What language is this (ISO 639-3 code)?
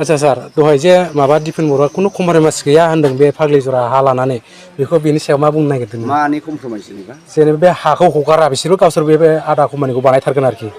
brx